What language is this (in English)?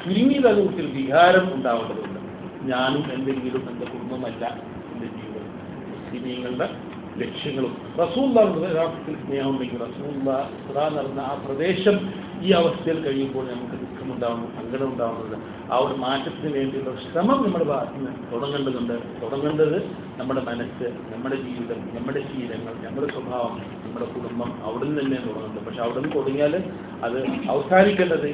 Malayalam